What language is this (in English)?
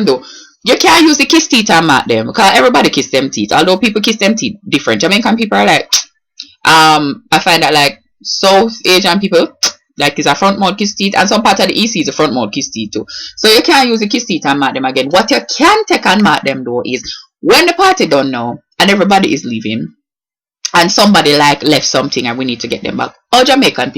Jamaican Creole English